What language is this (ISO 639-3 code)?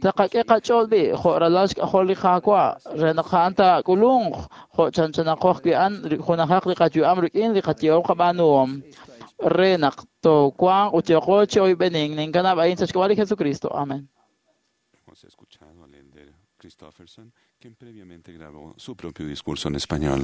kek